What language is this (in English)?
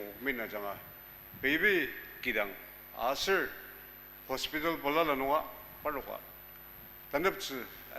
Ao Naga